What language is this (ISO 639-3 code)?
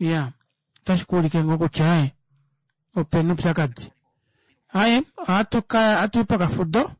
kua